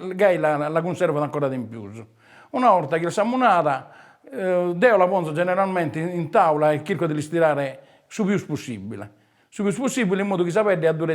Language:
Sardinian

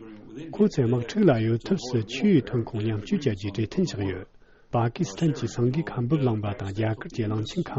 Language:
Tibetan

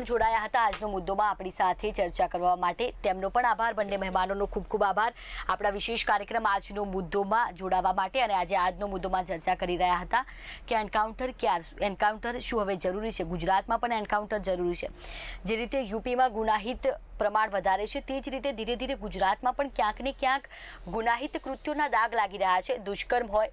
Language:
Gujarati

